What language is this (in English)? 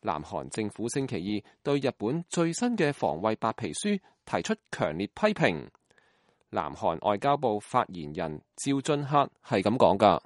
Cantonese